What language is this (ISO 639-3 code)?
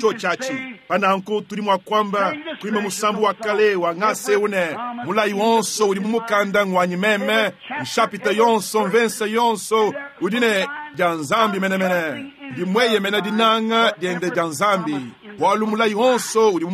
lua